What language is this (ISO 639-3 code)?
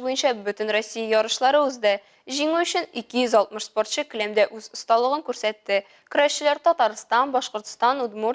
tat